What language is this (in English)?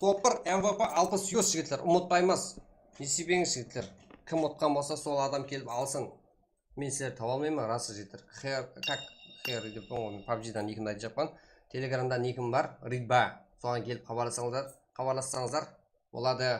Kara-Kalpak